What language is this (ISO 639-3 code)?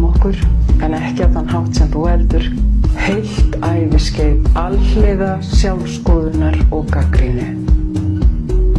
isl